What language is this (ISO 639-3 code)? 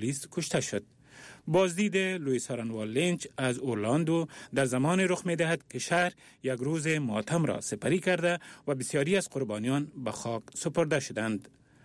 fas